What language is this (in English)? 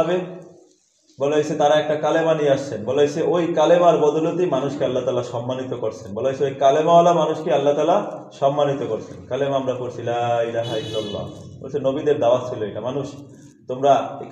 Bangla